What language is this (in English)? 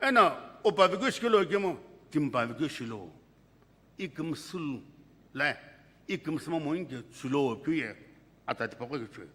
Sumi Naga